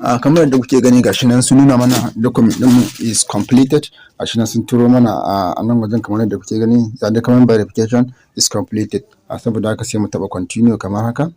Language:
Hausa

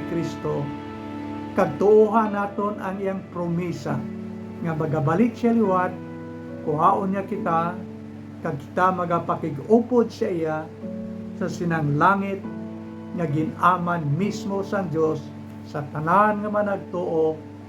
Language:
Hiligaynon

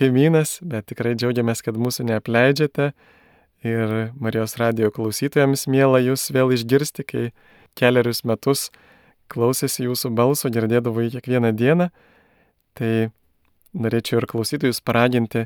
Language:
Lithuanian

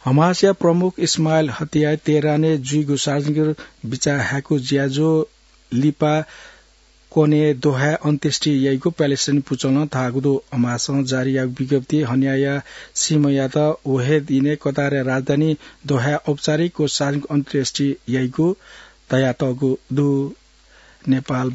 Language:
Newari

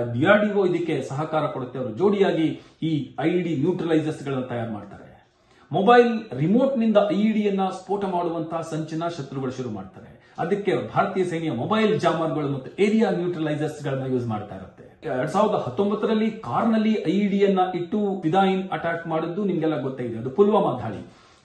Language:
Kannada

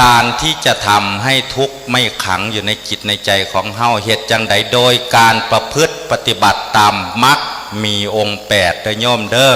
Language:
Northeastern Thai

